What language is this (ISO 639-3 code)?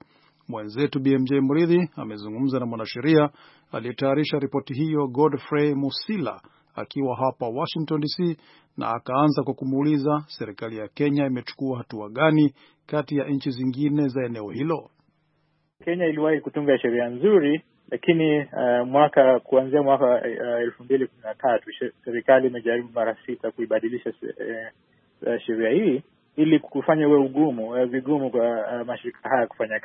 swa